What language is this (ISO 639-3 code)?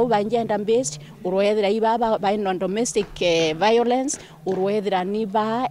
mer